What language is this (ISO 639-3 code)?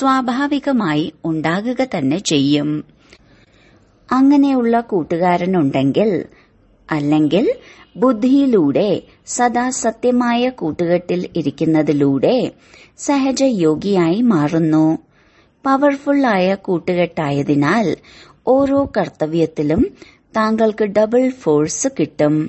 mal